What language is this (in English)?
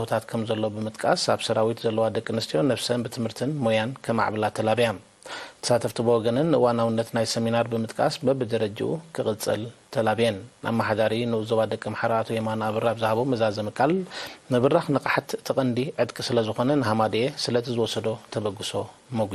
Tigrinya